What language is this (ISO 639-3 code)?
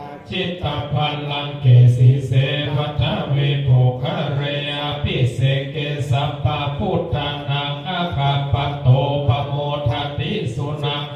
pli